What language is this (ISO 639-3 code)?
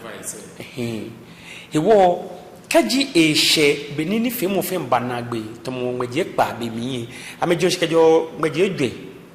gaa